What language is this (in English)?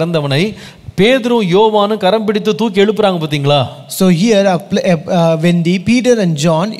Tamil